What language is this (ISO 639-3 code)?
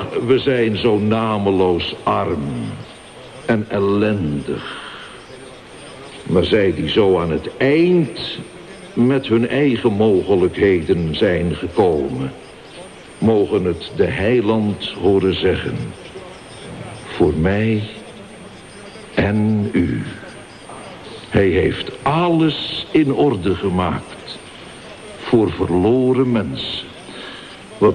nld